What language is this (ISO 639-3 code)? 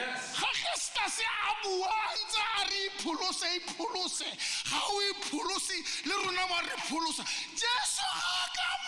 tsn